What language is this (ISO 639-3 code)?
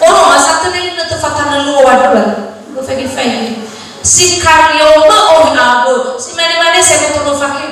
nia